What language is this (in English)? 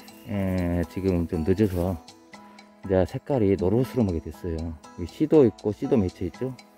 Korean